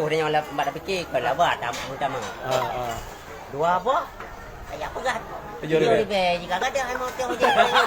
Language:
Achinese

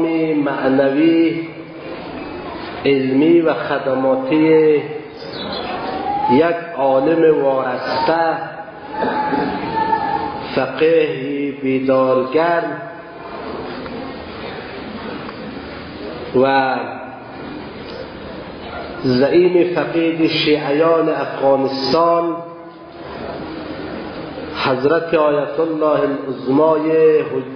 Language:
Persian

